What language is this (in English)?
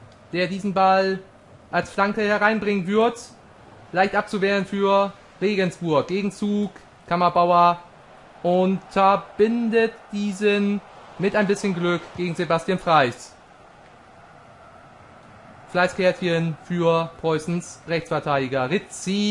German